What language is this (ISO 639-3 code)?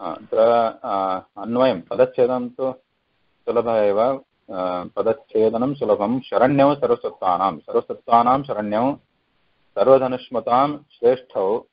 san